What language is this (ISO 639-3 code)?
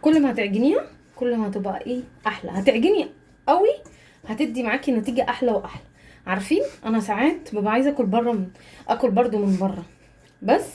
arz